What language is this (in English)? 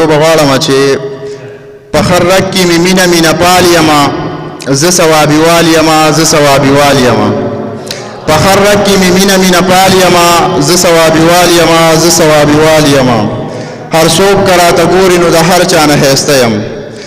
Pashto